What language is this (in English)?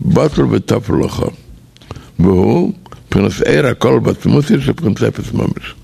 Yiddish